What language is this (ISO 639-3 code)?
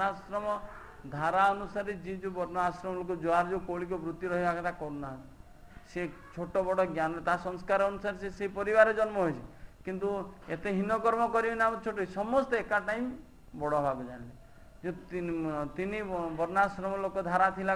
ori